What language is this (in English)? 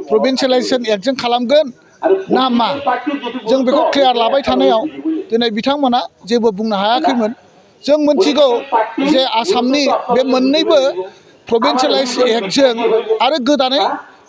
Bodo